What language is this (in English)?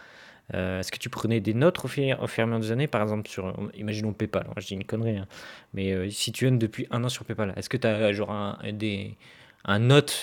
French